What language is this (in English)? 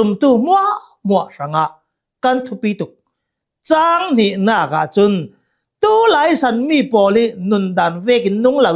Hakha Chin